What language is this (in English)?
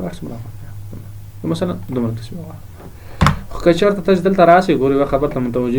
Pashto